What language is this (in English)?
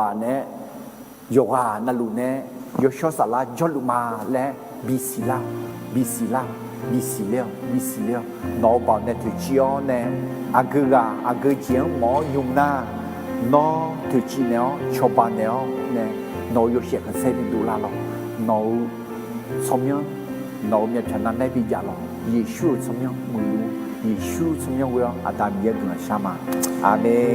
Akha